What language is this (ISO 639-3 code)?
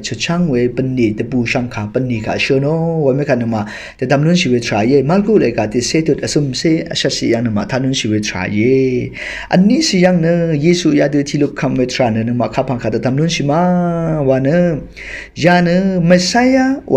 raw